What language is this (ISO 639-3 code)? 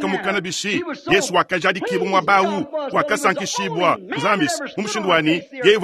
lua